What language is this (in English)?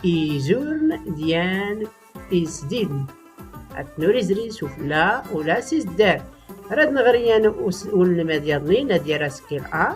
Tachelhit